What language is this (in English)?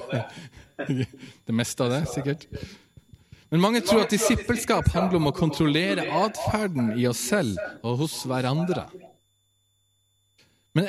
Norwegian